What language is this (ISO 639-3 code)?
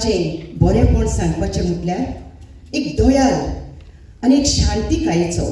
kok